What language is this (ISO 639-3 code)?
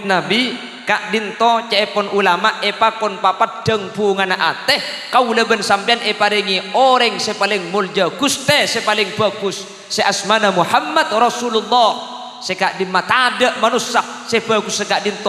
mad